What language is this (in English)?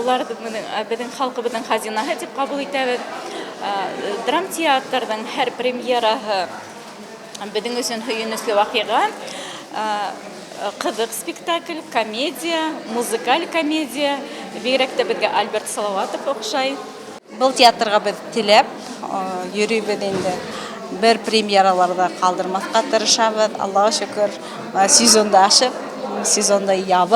Bashkir